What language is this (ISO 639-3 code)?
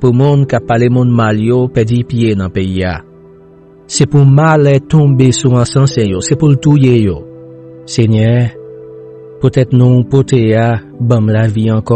hat